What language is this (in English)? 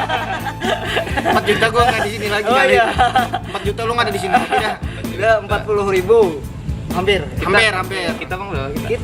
Banjar